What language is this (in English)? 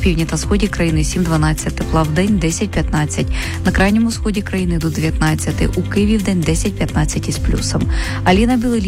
Ukrainian